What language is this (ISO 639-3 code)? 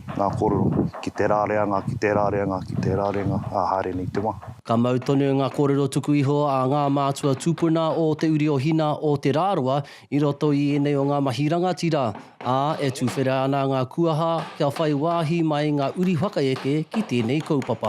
mri